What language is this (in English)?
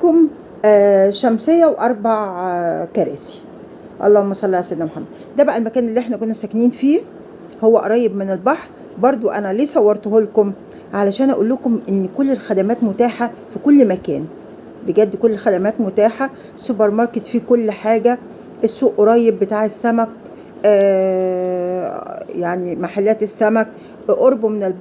Egyptian Arabic